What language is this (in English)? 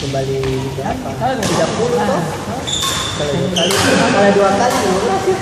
Ambonese Malay